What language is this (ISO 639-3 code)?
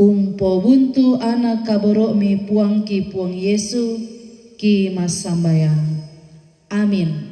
sda